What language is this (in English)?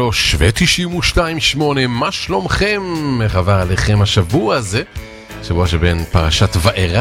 Hebrew